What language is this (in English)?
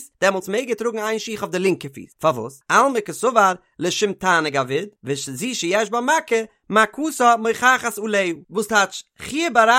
Yiddish